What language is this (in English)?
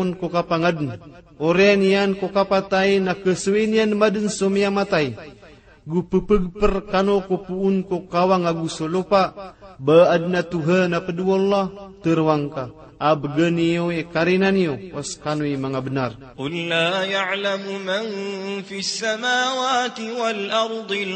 Maranao